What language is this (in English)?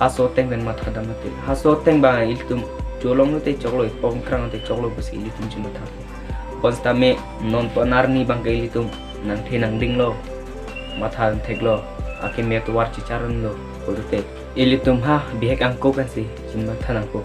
Karbi